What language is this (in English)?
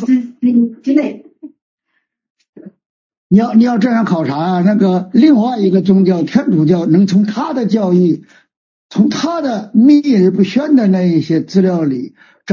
Chinese